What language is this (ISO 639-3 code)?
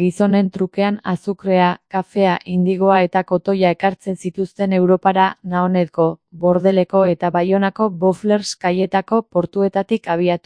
eus